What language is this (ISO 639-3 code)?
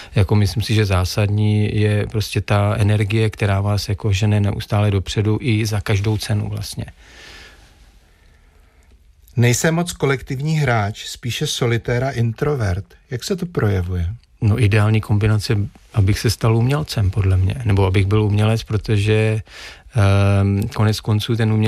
ces